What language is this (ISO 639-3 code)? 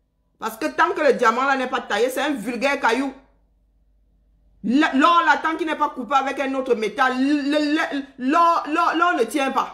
fra